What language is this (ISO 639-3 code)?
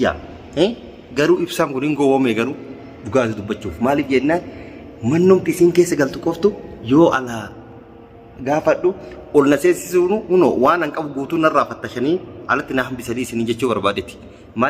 orm